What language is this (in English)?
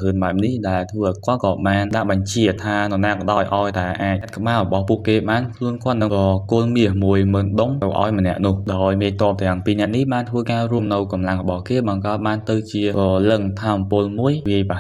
Khmer